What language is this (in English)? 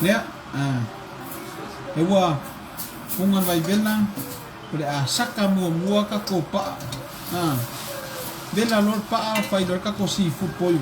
Samoan